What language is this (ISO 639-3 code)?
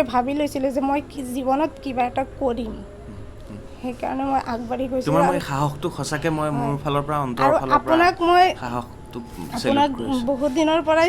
asm